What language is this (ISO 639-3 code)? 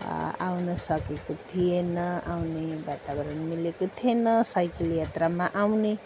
nep